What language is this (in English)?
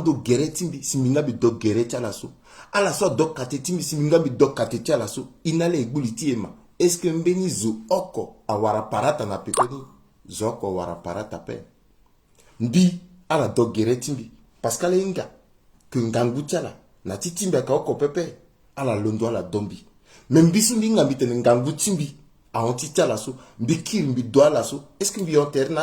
Sango